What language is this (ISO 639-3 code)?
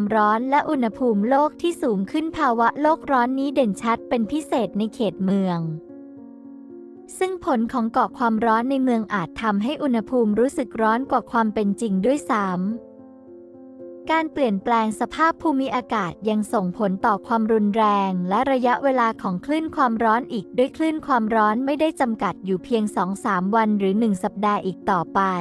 tha